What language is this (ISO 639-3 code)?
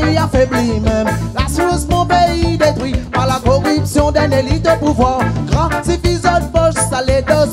rcf